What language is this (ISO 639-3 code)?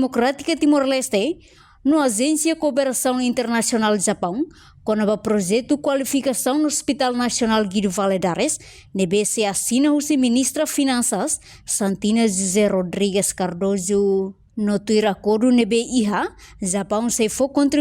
tet